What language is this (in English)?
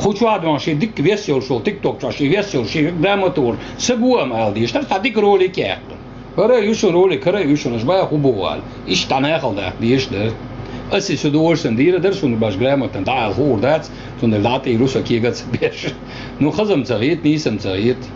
Chechen